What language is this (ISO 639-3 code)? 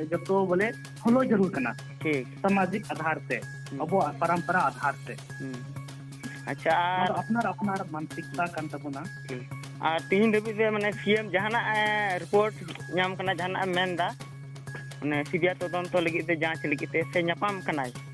sat